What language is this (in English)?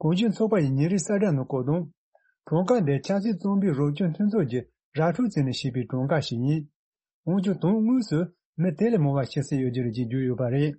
Tibetan